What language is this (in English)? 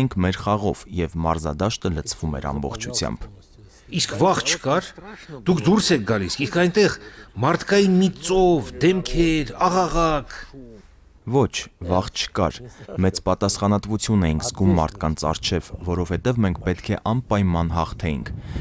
Armenian